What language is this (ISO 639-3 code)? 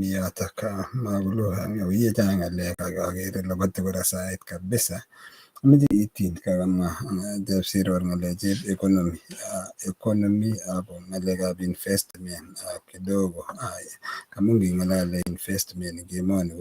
kln